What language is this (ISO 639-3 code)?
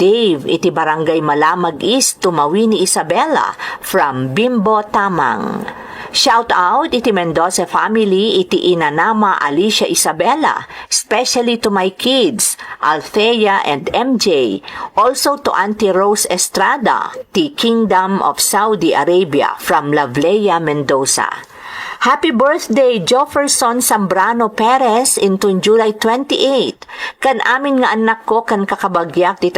ilo